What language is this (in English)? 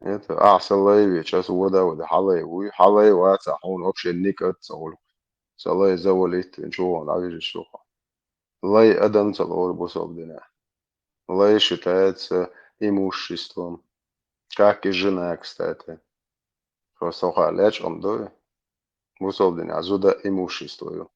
Chechen